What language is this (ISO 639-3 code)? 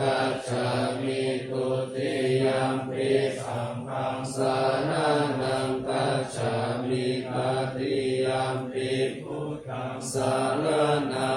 pli